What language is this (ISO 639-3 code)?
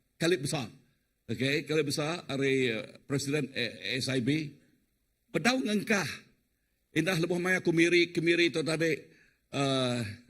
iba